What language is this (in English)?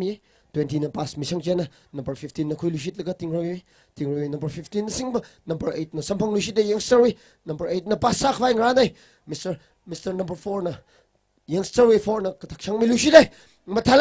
Tangkhul Naga (India)